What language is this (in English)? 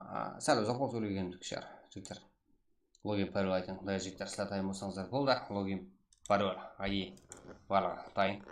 Kara-Kalpak